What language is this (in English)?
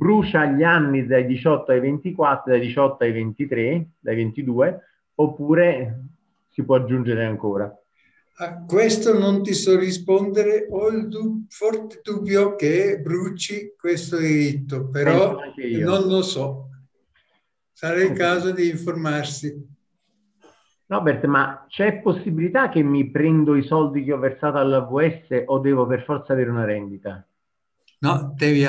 Italian